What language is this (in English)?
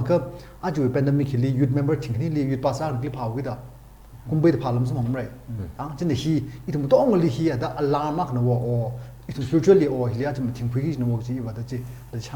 Tangkhul Naga (India)